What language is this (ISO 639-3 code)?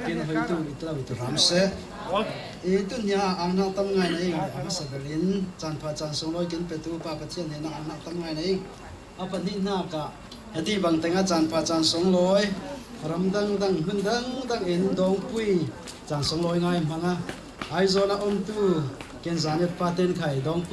cfm